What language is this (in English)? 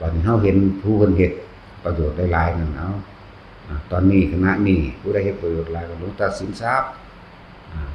Northeastern Thai